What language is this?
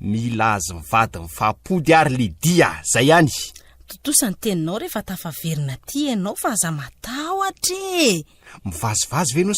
Malagasy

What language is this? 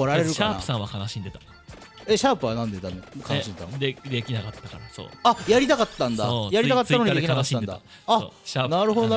Japanese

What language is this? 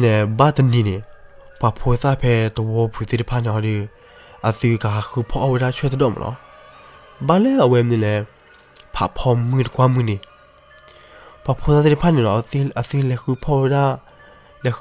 S'gaw Karen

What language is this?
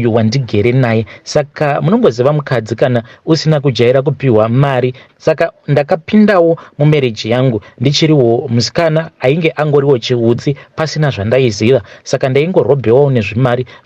Shona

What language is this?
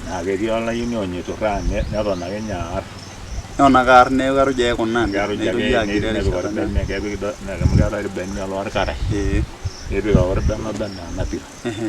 Masai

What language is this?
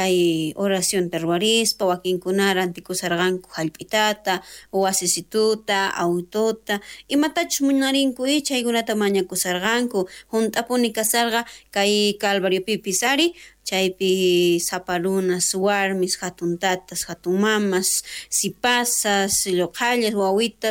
South Bolivian Quechua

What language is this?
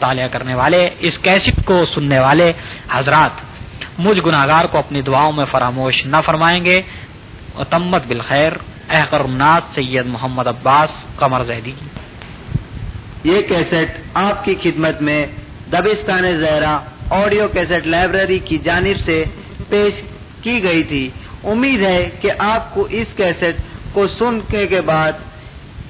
Urdu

